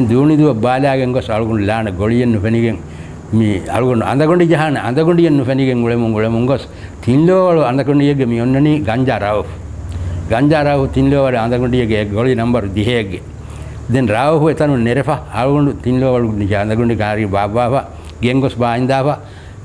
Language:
Divehi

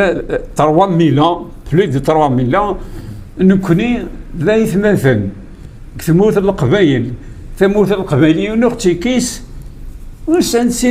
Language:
Kabyle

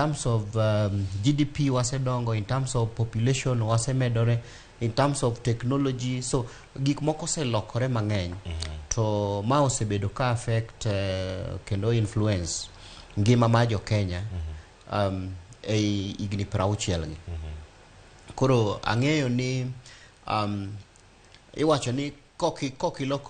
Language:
Luo (Kenya and Tanzania)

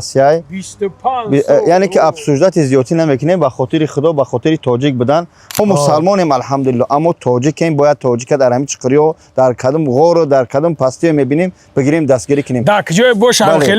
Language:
Tajik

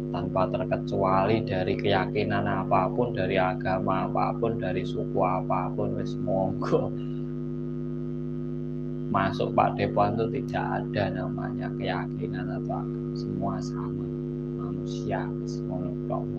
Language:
Indonesian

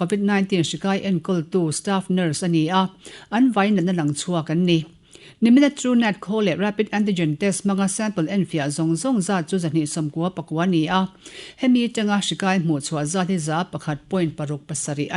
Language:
Mizo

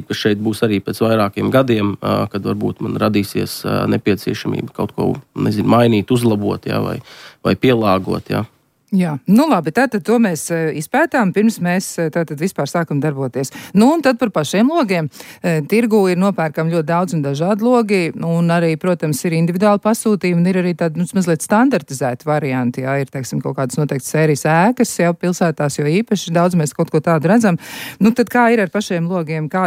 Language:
Latvian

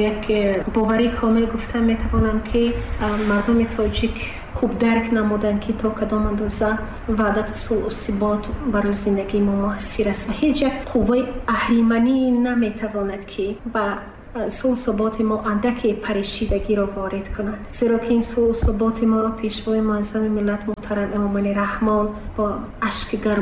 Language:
Tajik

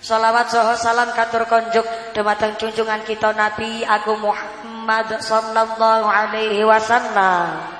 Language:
Javanese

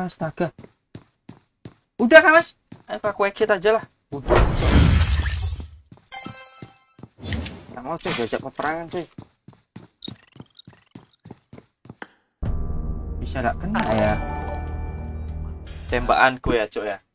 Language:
Indonesian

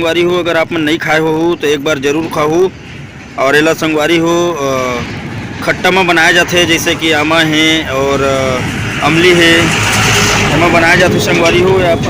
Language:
Chhattisgarhi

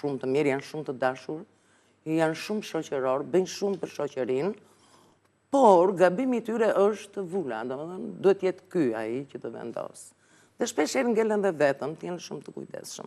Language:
Albanian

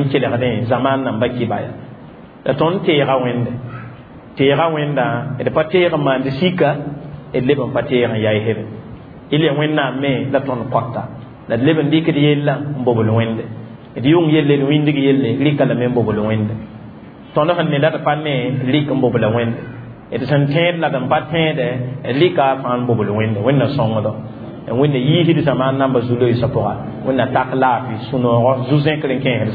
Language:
Mossi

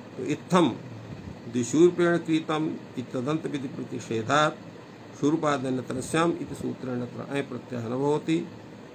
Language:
Sanskrit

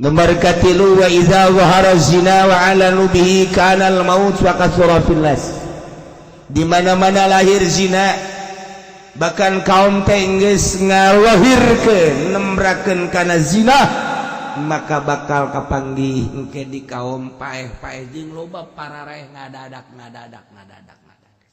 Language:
Sundanese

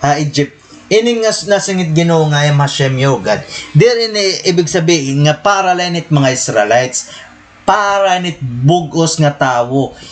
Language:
Waray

